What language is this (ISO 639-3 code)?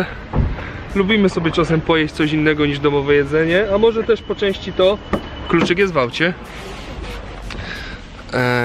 pol